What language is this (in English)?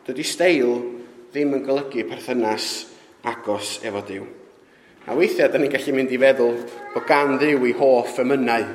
Welsh